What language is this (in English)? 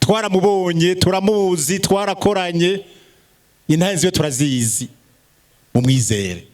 Rundi